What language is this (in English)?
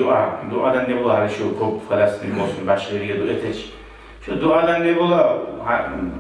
Kumyk